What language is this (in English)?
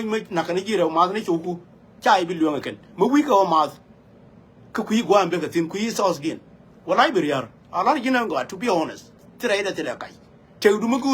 Nuer